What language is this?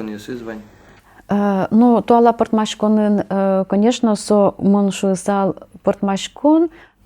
Udmurt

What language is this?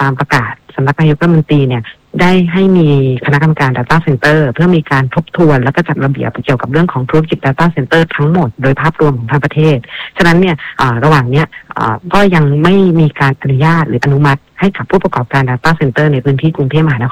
Thai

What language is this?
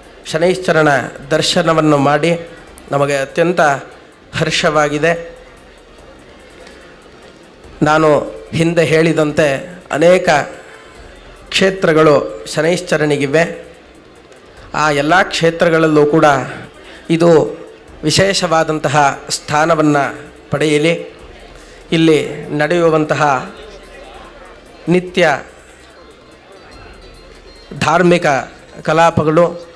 Kannada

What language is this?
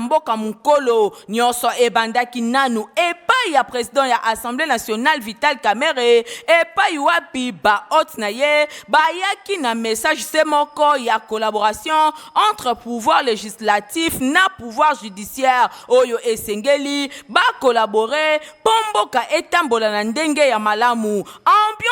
Lingala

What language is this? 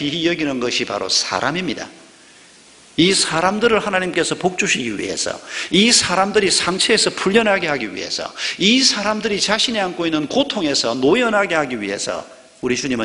Korean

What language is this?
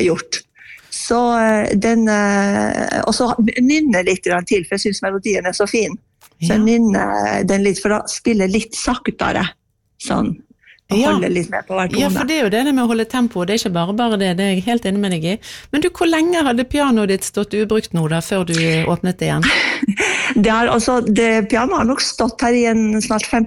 Norwegian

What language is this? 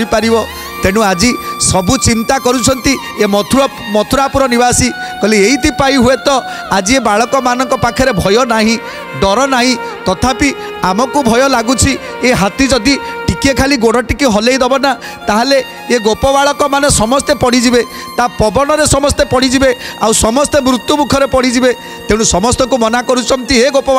Odia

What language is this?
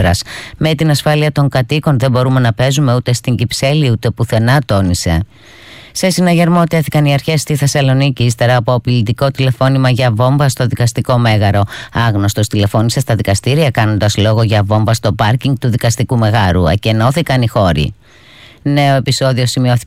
Greek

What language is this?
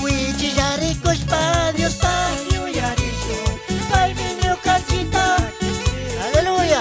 Chimborazo Highland Quichua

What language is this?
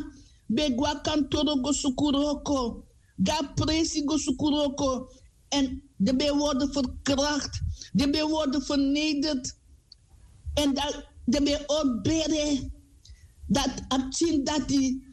Sranan Tongo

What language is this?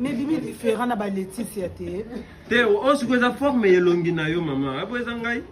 Lingala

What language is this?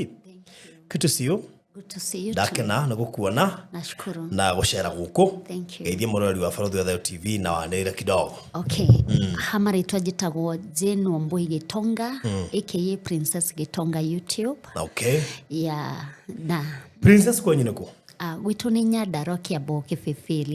Kikuyu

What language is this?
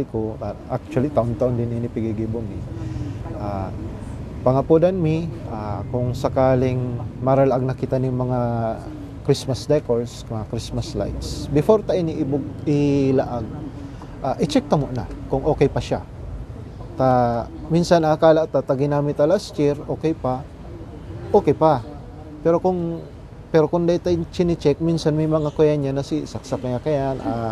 Bikol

